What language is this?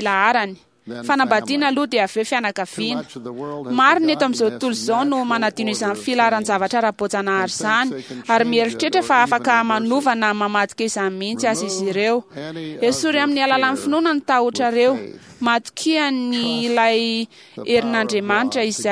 Malagasy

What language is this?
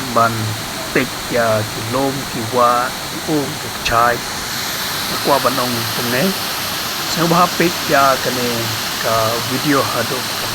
Khasi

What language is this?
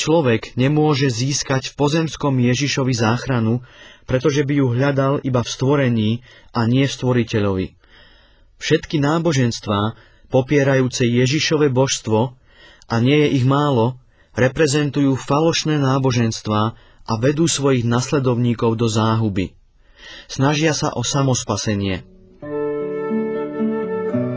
Slovak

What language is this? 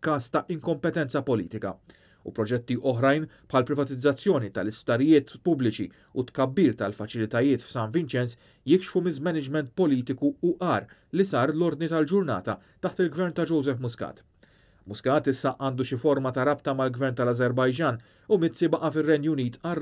Maltese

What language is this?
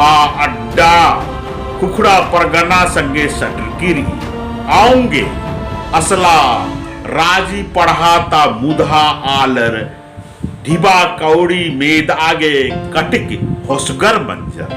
Kurukh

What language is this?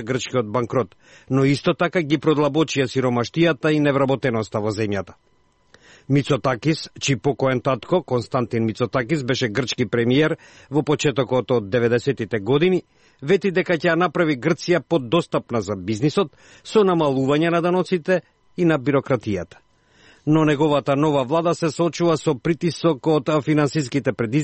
Macedonian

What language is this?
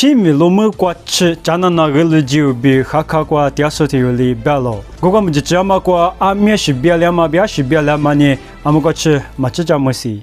Lisu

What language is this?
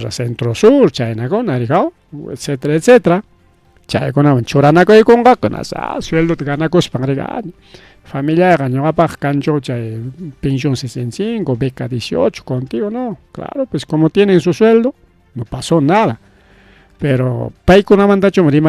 Ayacucho Quechua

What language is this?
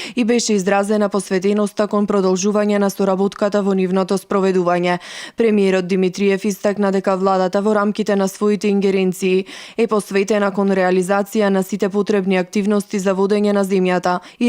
Macedonian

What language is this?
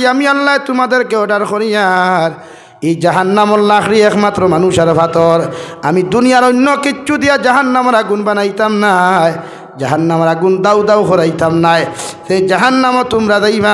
Sylheti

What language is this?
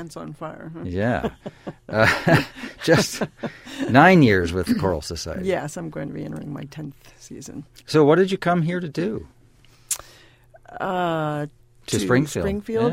English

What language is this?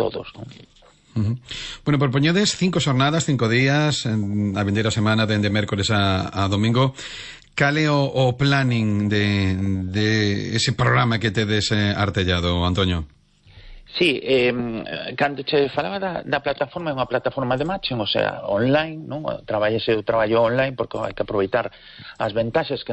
Galician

